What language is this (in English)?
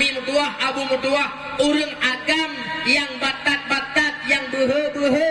Achinese